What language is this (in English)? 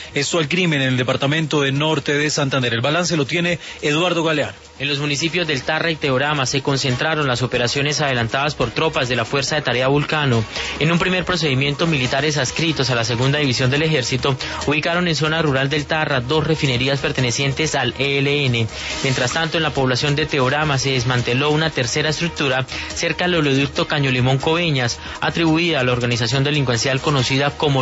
Spanish